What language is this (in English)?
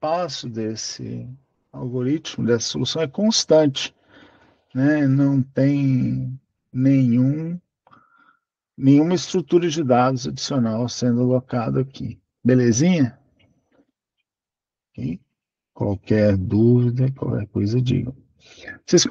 Portuguese